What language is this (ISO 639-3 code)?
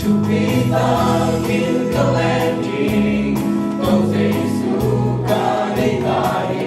ctd